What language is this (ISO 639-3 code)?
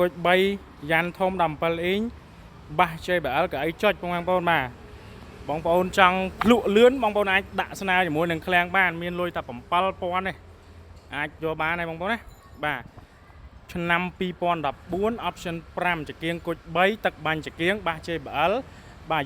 khm